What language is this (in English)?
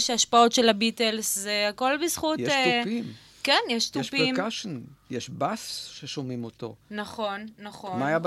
Hebrew